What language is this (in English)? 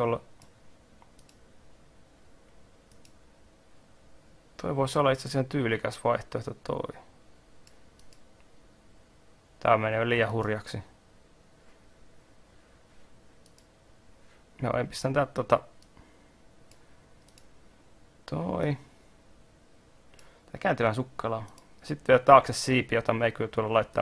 Finnish